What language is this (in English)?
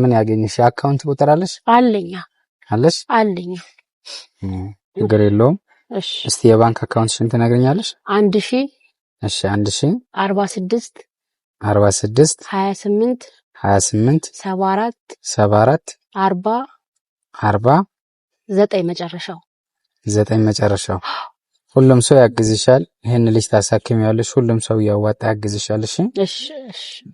Amharic